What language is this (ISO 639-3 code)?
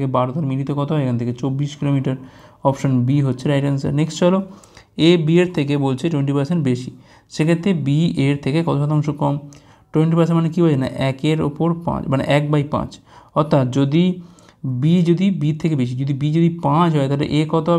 ben